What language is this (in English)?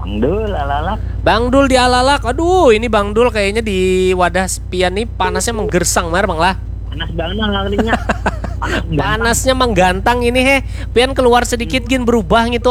Banjar